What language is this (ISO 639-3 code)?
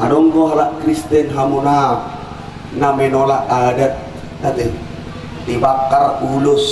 bbc